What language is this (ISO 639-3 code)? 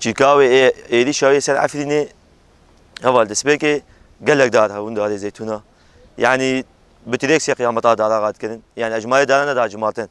kur